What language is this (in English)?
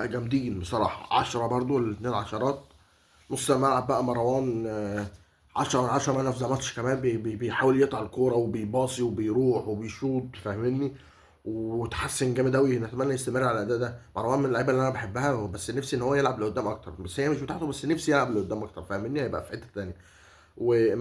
Egyptian Arabic